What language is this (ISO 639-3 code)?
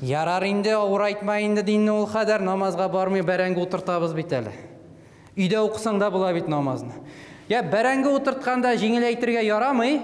tat